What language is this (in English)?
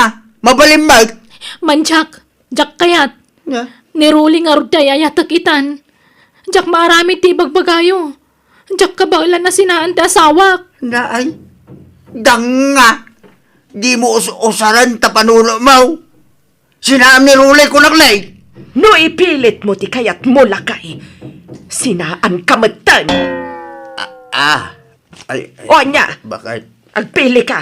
Iloko